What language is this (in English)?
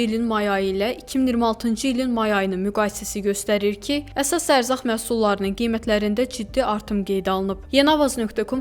Azerbaijani